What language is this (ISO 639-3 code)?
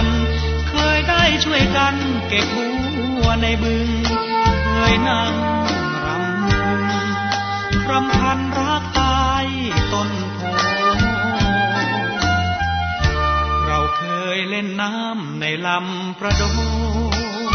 tha